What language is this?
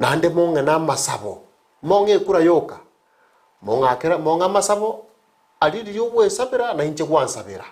Gusii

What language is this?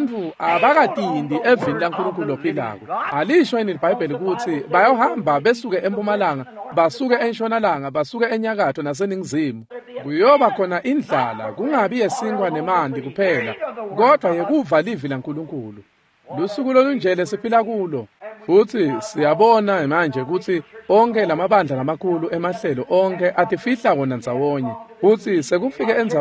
Swati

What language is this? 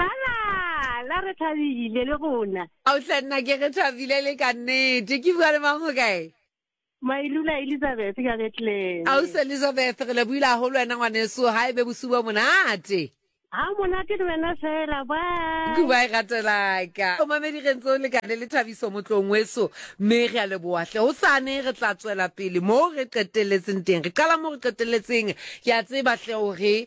Southern Sotho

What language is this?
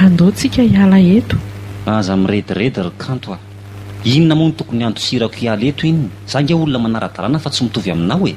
Malagasy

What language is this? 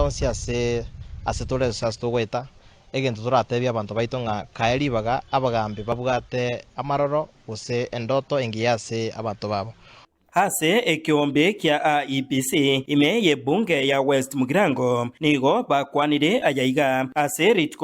Gusii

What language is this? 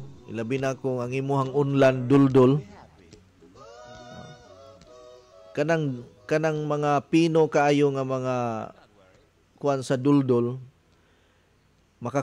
Cebuano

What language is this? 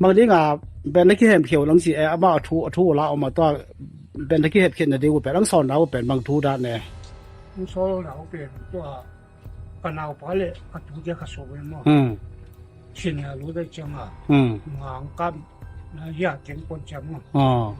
Tedim Chin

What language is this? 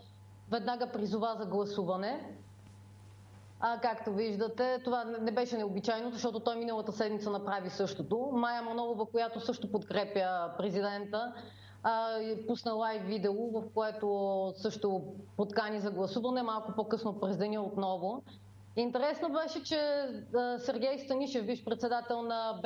Bulgarian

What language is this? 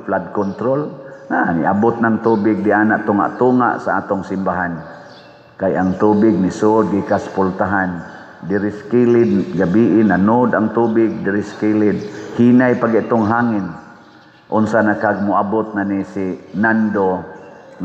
Cebuano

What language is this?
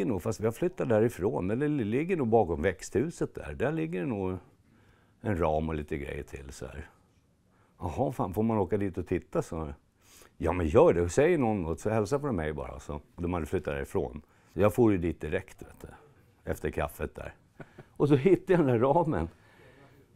Swedish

